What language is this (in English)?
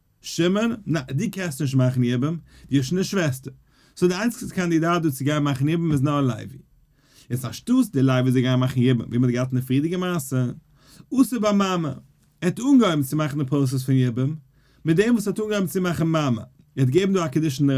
Yiddish